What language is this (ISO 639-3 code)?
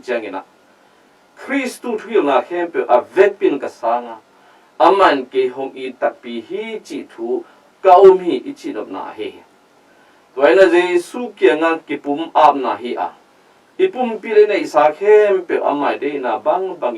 ctd